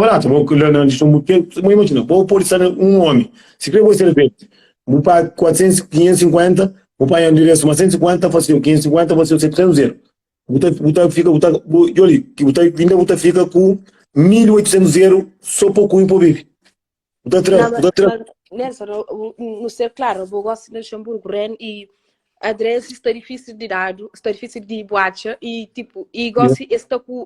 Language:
Kabuverdianu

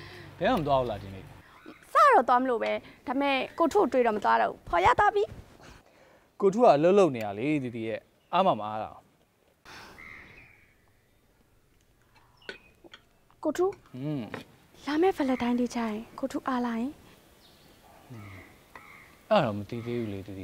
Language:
Burmese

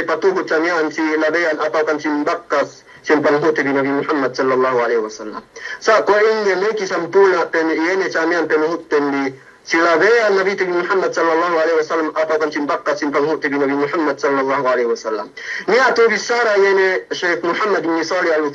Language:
Yakan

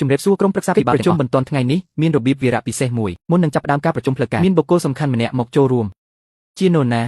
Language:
Khmer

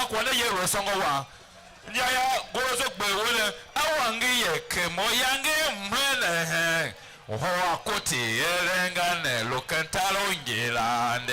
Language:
Tiv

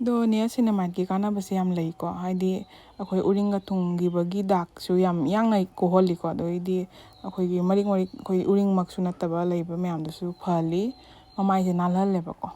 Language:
Manipuri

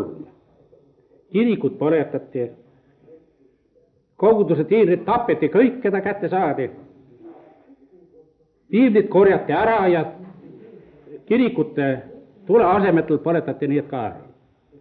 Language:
Estonian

